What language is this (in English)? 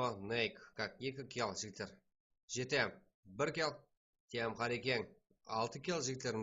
Kara-Kalpak